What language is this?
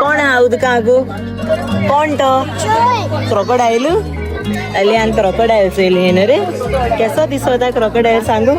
Konkani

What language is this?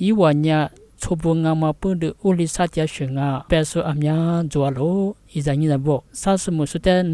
Lisu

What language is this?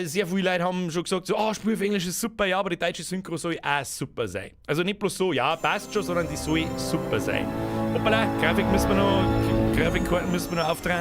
Bavarian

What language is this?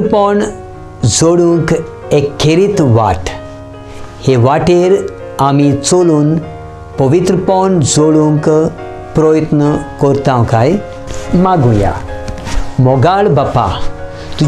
Konkani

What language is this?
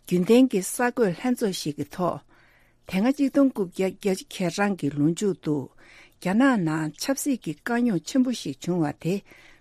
Tibetan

